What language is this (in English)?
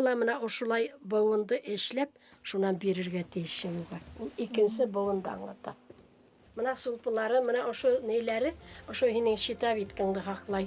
Bashkir